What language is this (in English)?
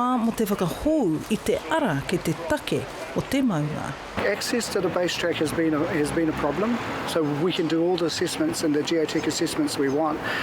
Māori